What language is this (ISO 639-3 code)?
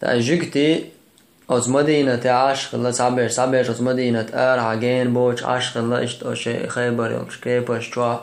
che